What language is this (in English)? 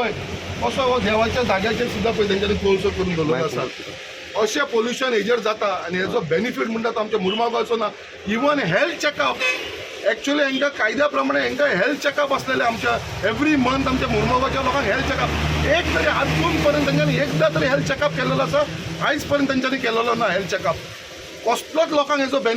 Konkani